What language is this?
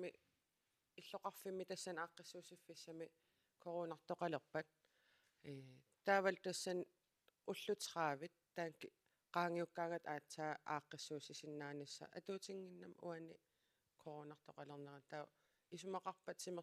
Kalaallisut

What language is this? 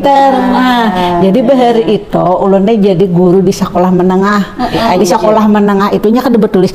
Banjar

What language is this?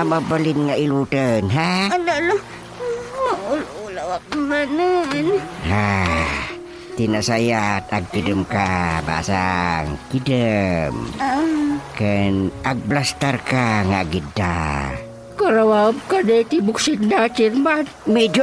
Iloko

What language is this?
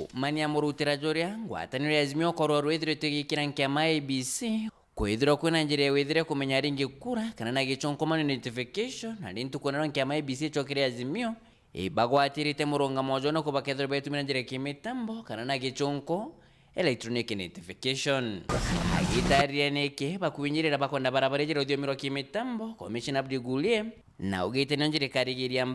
Meru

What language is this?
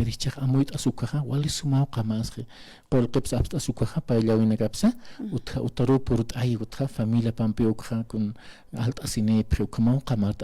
Aymara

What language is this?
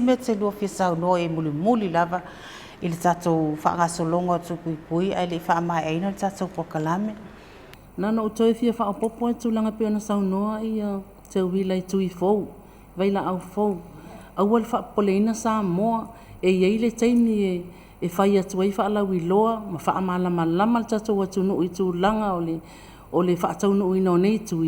Samoan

